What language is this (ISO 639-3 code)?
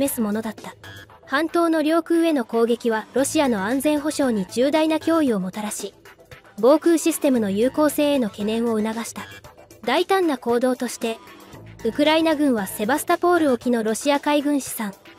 jpn